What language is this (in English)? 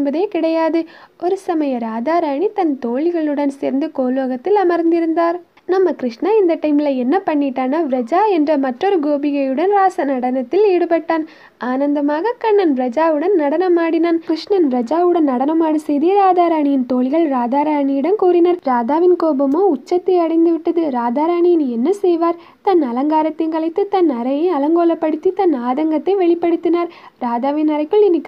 Tamil